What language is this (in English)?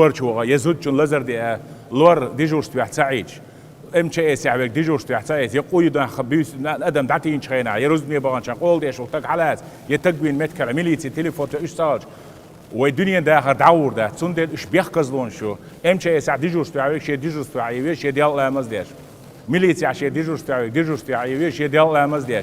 Chechen